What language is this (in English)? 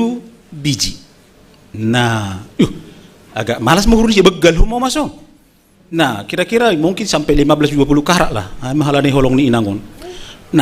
Batak Simalungun